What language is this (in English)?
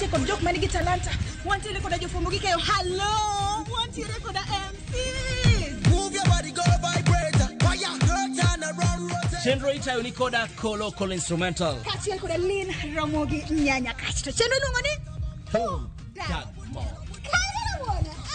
Luo (Kenya and Tanzania)